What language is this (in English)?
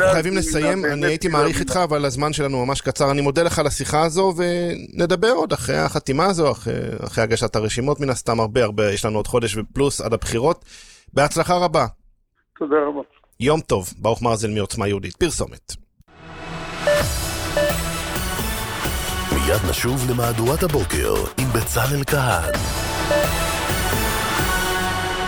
Hebrew